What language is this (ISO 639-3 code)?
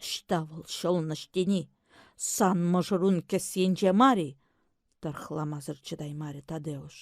chv